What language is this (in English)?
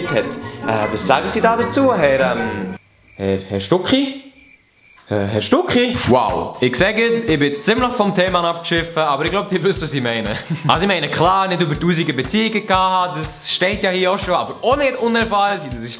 Swiss German